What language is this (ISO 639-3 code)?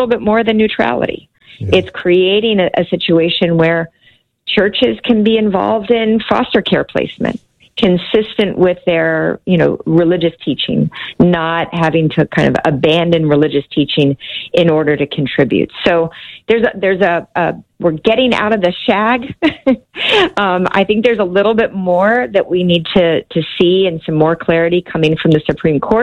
eng